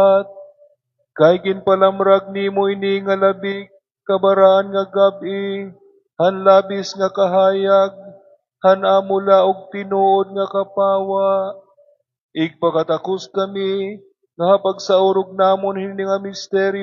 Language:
Waray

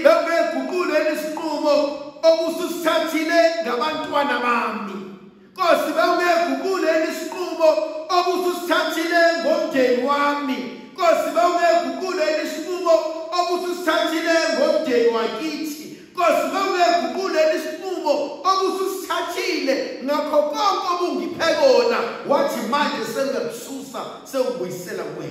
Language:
Zulu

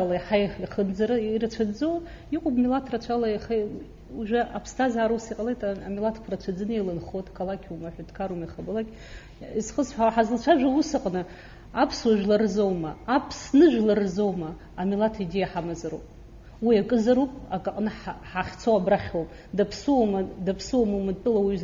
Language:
Abkhazian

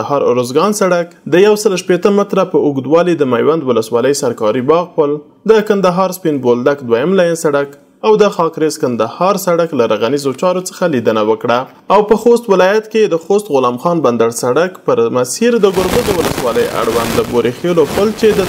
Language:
Pashto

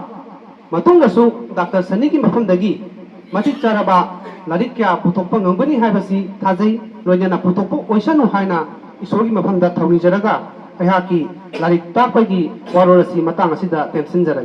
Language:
Manipuri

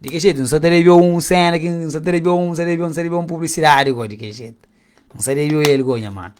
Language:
Kabuverdianu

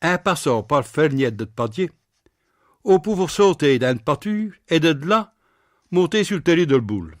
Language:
Picard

